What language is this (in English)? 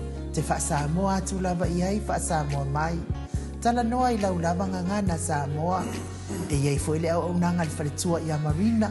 Samoan